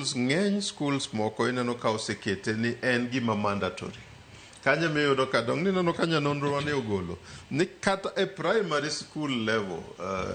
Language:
Luo (Kenya and Tanzania)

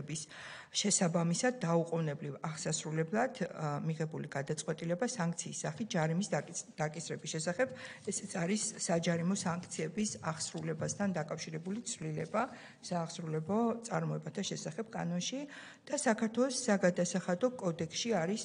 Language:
Georgian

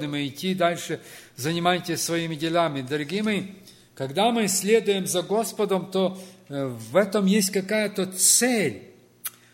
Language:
Russian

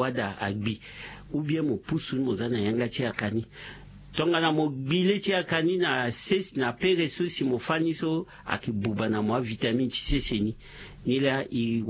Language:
Sango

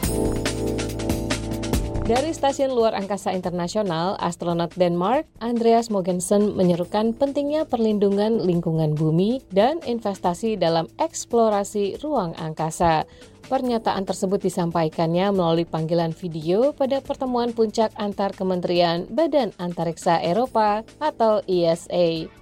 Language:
Indonesian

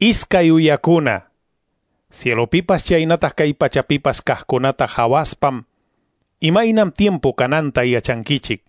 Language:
Quechua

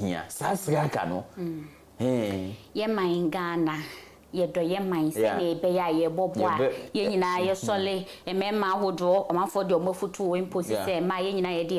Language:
Akan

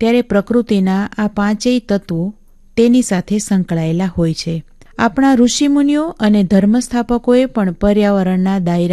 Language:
Gujarati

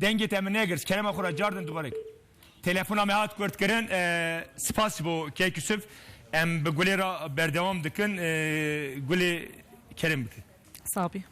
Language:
Kurdish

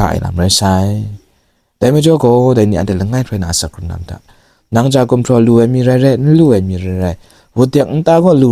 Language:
Kachin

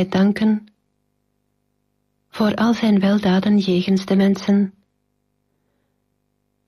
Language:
Dutch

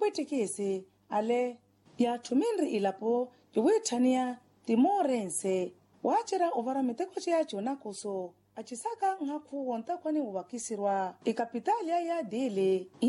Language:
Makhuwa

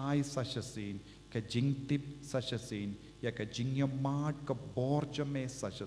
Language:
Khasi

